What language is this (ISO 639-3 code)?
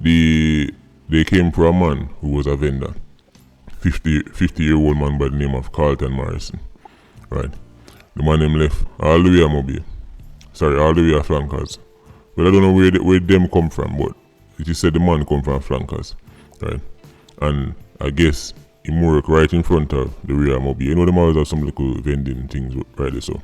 jam